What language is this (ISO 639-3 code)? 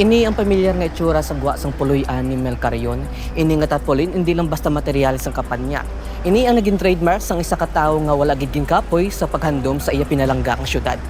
hil